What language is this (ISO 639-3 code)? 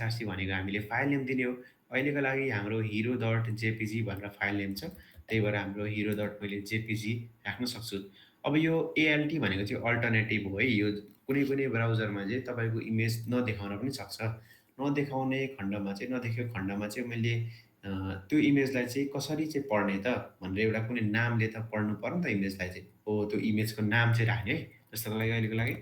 nep